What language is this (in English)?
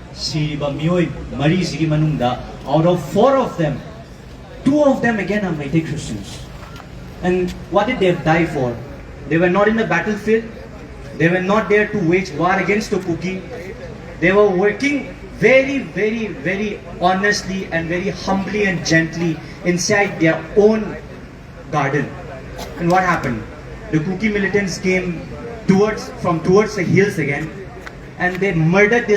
Manipuri